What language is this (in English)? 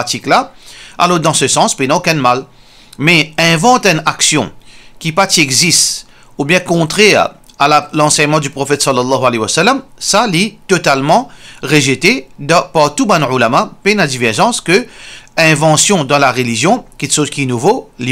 Morisyen